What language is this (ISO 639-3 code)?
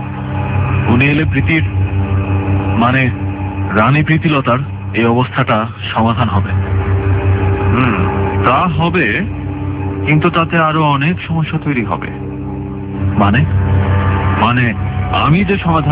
ben